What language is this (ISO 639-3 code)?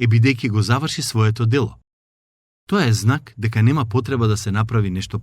mkd